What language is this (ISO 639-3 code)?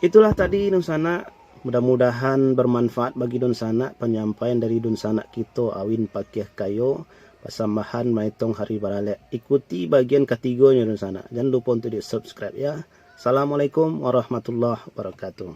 min